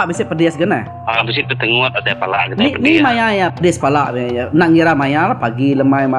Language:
Iban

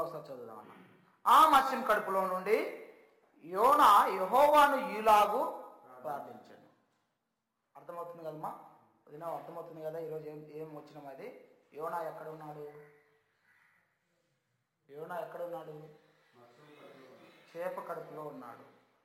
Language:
Telugu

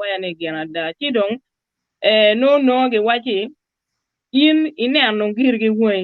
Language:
Acoli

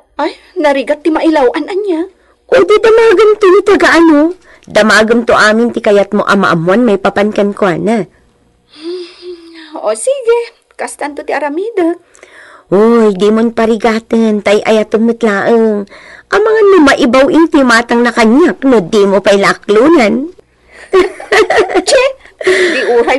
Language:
Iloko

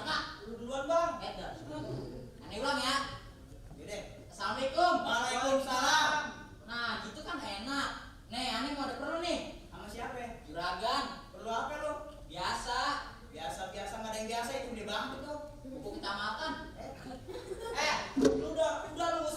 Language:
Betawi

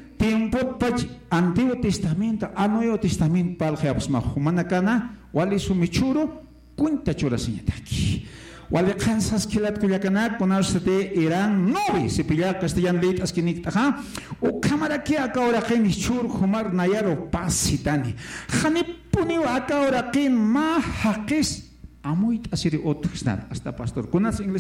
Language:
Aymara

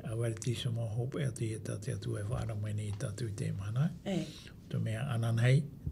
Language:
Tahitian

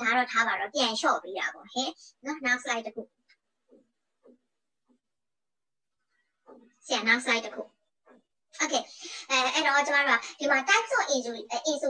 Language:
Burmese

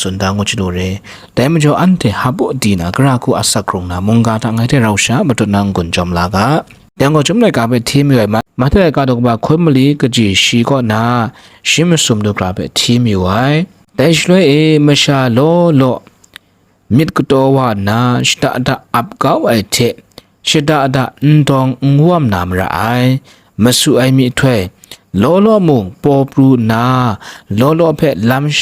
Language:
Kachin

